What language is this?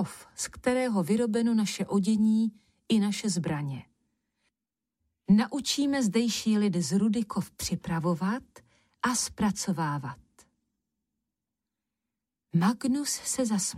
Czech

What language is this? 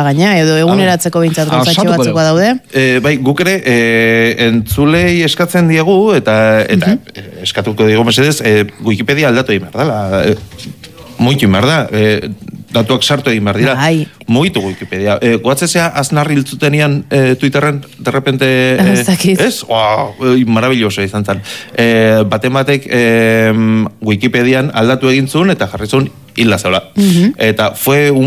Basque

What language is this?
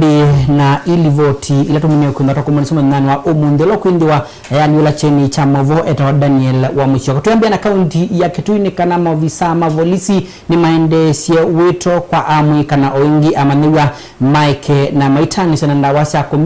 Kamba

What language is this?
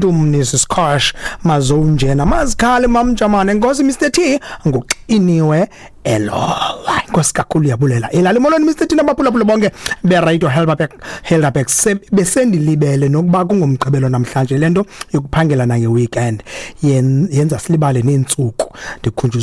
Xhosa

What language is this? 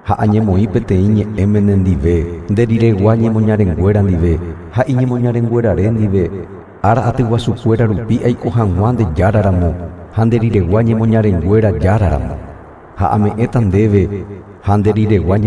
Guarani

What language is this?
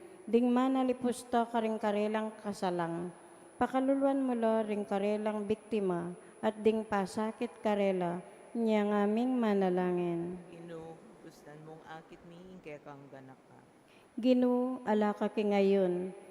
Pampanga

